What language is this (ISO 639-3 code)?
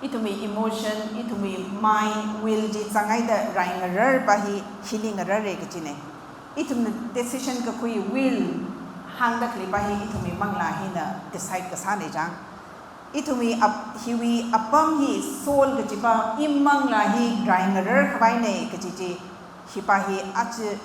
nmf